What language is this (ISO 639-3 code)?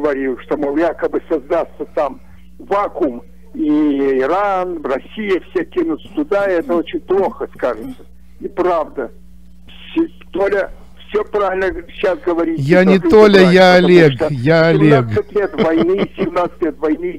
rus